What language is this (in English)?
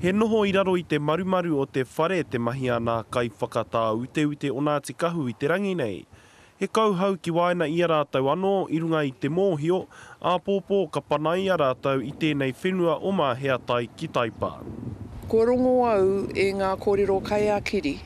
Māori